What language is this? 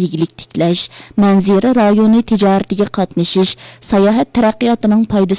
Uyghur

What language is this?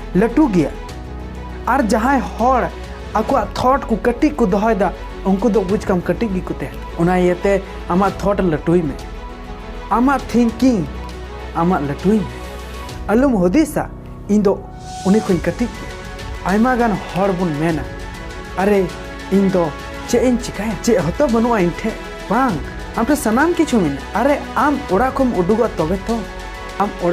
Santali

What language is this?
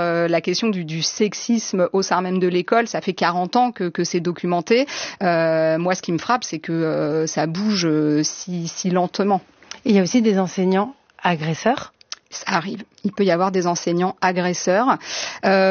French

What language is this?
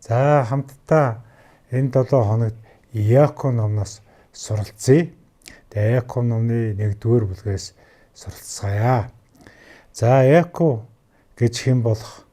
Mongolian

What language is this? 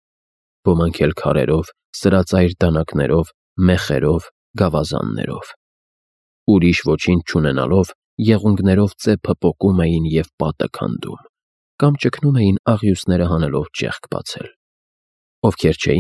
Armenian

